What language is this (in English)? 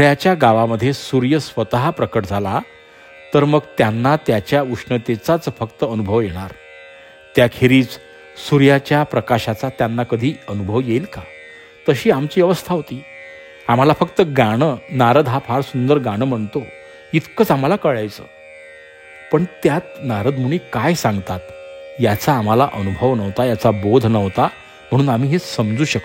Marathi